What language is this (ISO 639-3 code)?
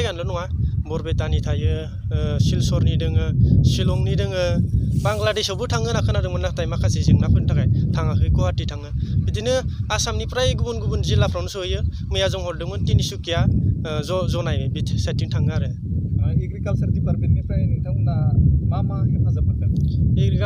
brx